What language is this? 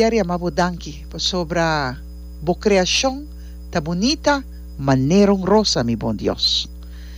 Papiamento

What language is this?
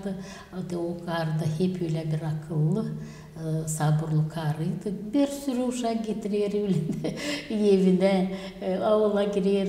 Gagauz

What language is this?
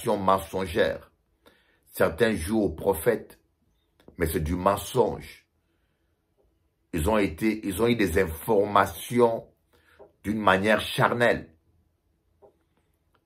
French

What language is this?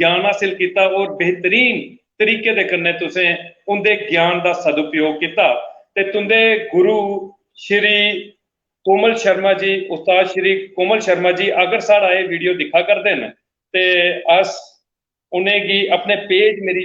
Dogri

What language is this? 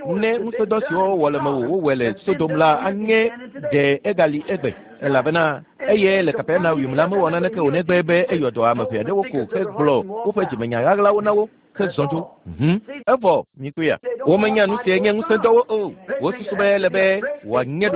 Ewe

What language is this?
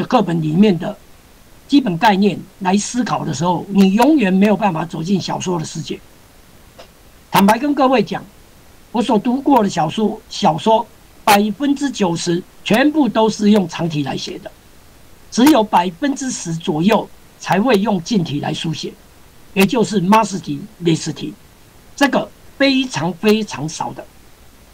Chinese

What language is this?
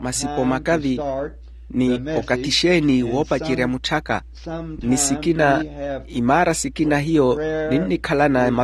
Makhuwa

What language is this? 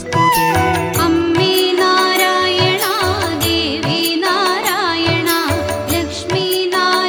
Malayalam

